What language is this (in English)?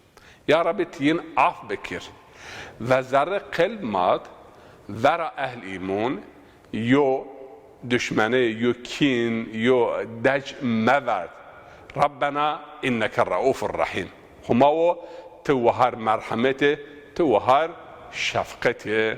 Zaza